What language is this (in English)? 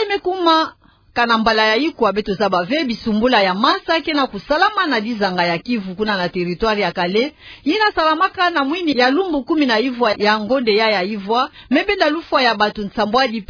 Kituba (Democratic Republic of Congo)